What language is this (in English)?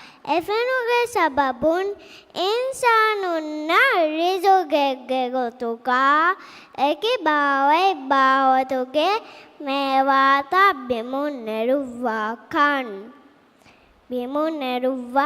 Divehi